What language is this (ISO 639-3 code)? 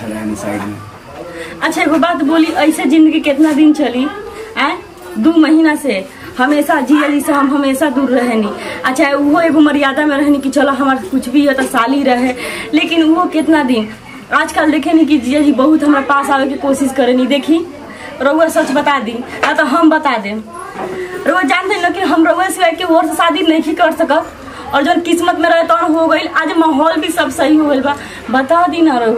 bho